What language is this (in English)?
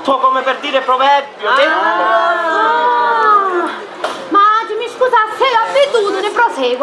Sicilian